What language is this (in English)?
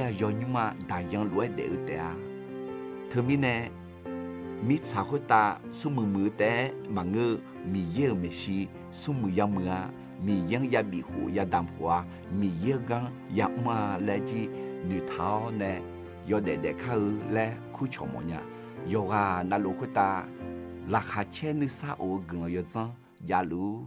Akha